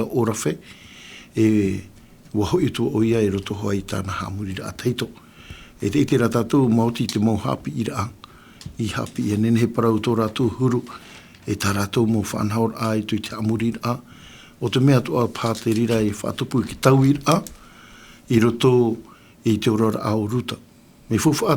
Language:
Tahitian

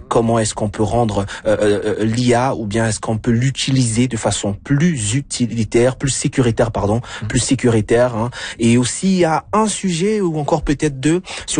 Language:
French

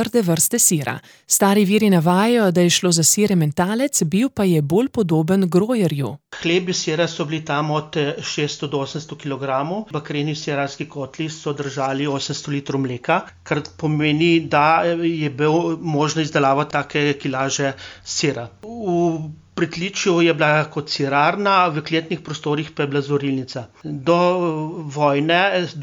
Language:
Slovenian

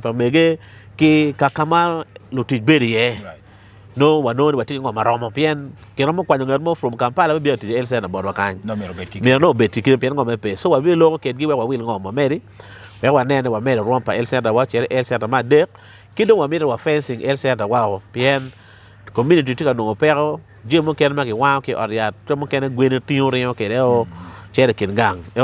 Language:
Acoli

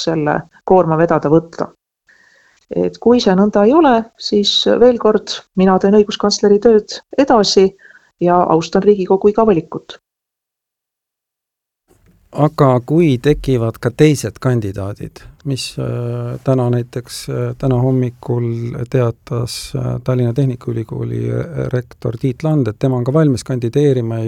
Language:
Estonian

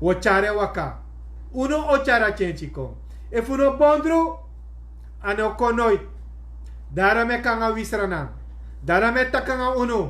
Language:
Sranan Tongo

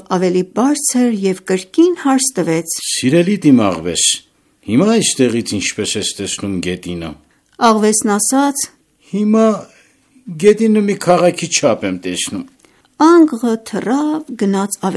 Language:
Armenian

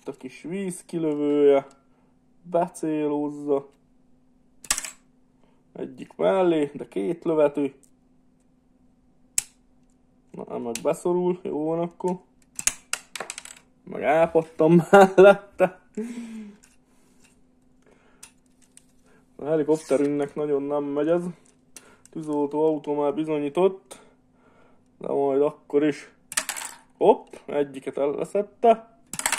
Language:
Hungarian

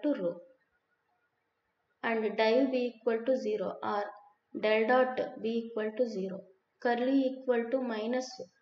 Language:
Telugu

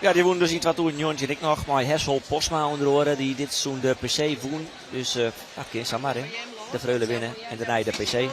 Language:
Western Frisian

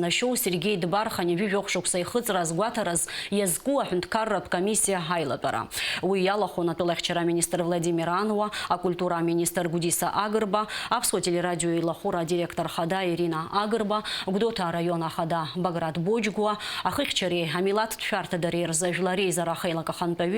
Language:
Abkhazian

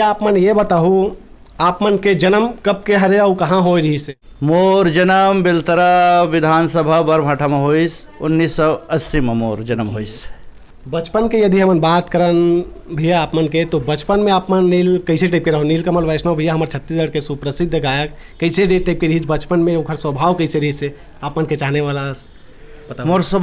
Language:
Chhattisgarhi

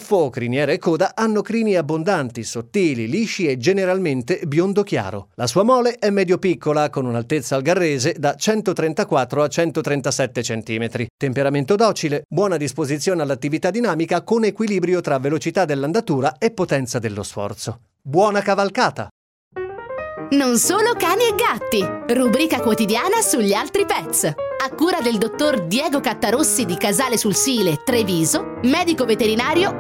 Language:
Italian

